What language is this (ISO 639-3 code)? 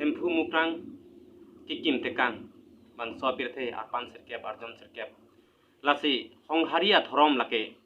mjw